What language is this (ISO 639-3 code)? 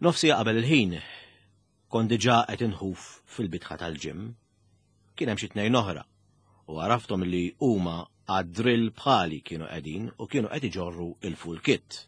mlt